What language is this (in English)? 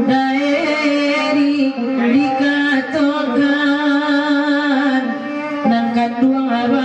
Minangkabau